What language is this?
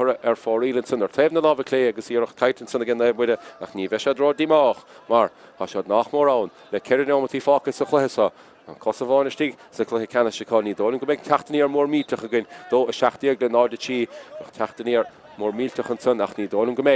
Irish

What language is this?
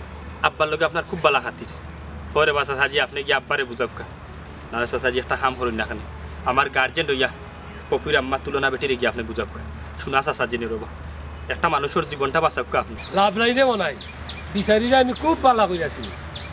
Sylheti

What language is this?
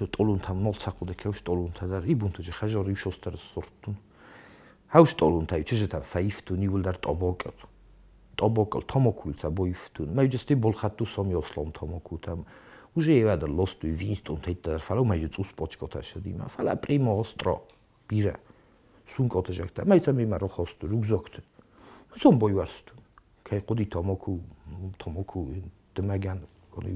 Ossetic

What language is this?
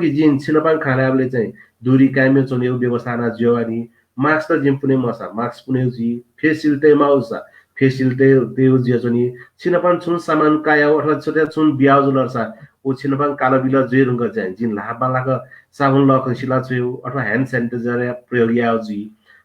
Newari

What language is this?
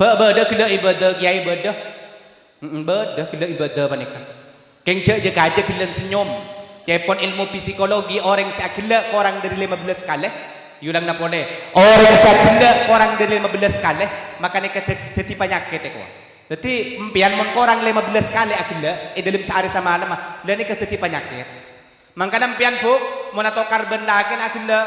Madurese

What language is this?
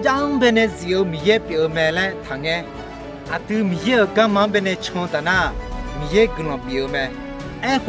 Akha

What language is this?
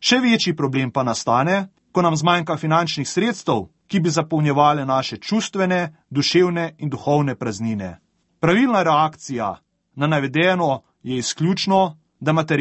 Slovenian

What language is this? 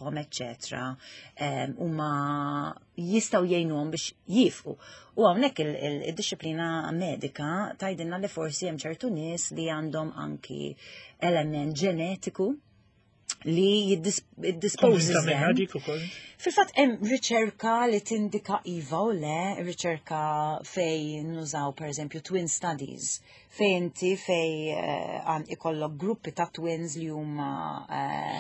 Maltese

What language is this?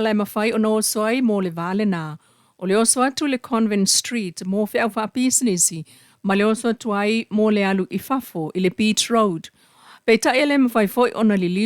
Samoan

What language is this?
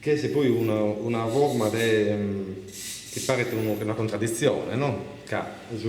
Sardinian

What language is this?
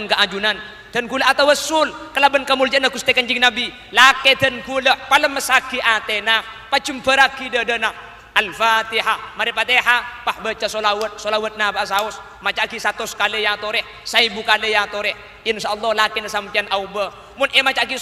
Madurese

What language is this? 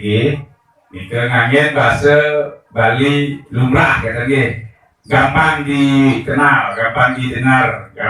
Balinese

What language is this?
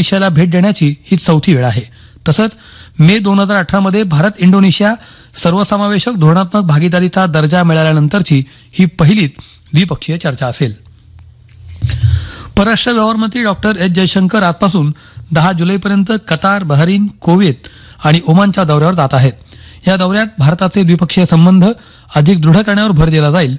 Marathi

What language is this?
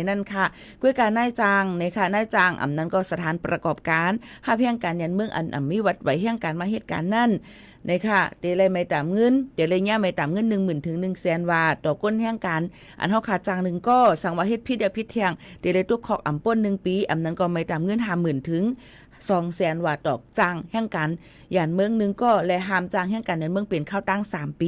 Shan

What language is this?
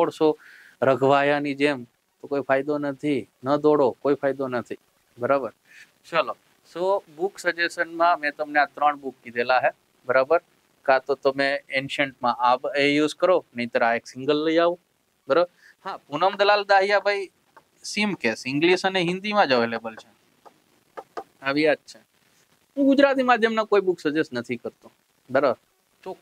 Gujarati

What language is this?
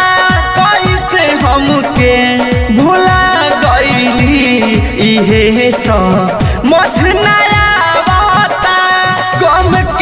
Bhojpuri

